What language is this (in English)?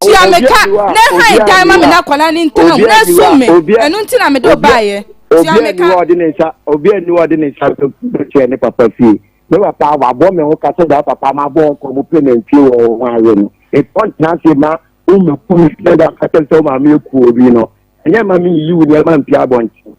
Akan